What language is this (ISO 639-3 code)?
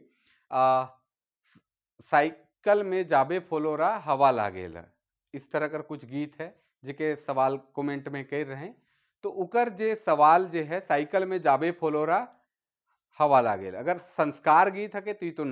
sck